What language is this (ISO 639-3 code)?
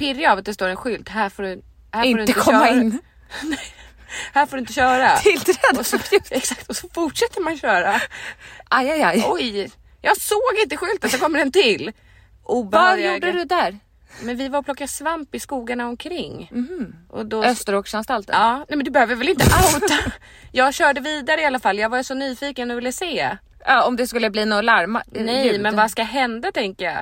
swe